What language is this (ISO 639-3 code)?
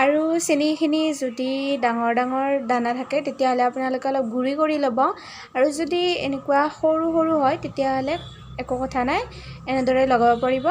asm